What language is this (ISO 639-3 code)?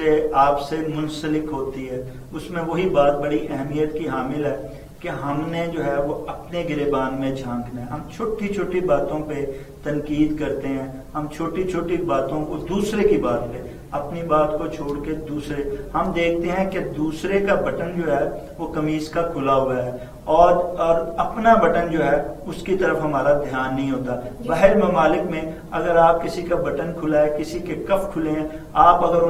urd